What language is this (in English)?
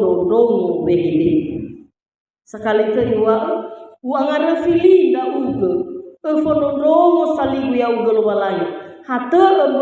Nias